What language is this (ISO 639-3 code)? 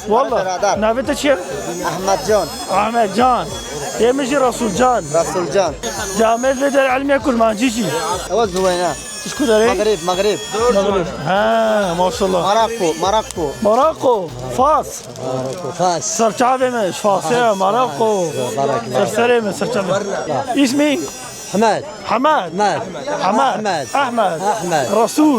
kur